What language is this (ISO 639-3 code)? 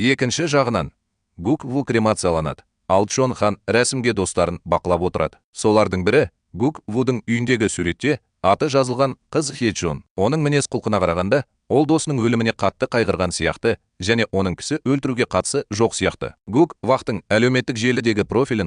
kaz